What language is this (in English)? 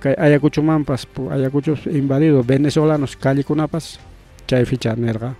Ayacucho Quechua